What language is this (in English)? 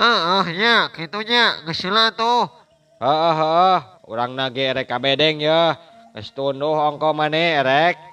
Sundanese